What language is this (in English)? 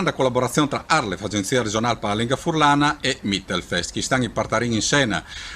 Friulian